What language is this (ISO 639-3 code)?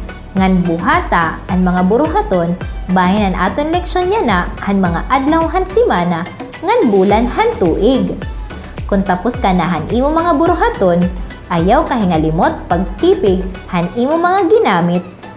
war